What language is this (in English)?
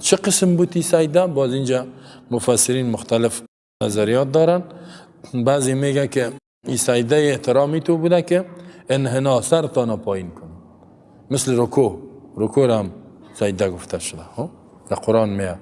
Persian